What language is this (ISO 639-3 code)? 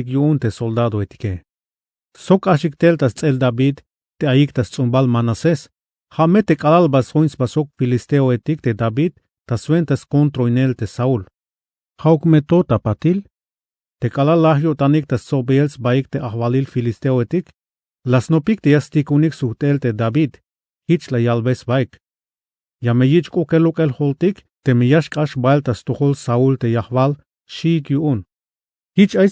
tzh